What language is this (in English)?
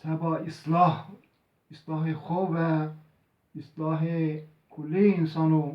Zaza